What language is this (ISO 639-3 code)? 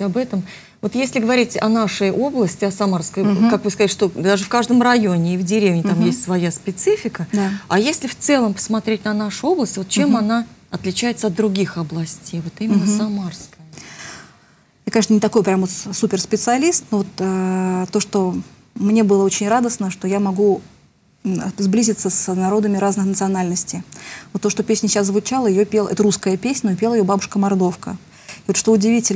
rus